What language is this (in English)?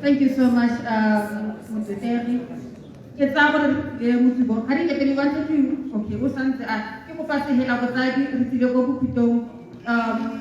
Tswana